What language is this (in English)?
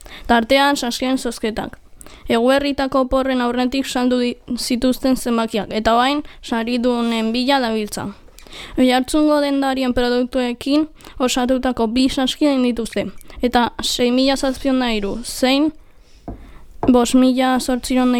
Basque